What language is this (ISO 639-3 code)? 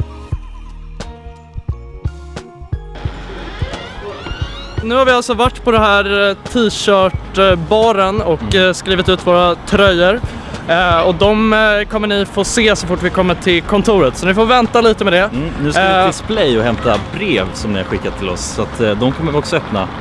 swe